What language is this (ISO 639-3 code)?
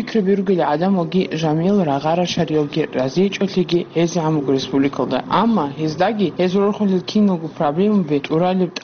ava